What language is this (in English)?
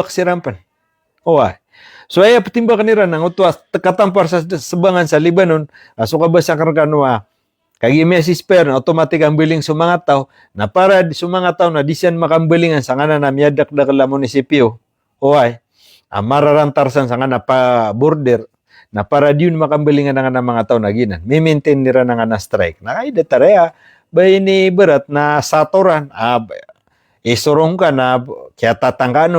Maranao